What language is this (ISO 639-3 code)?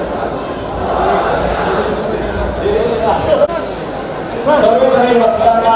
mar